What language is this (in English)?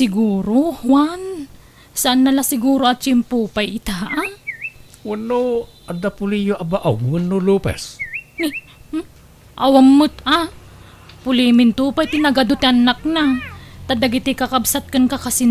Iloko